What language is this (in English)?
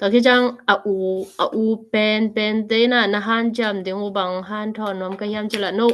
Tedim Chin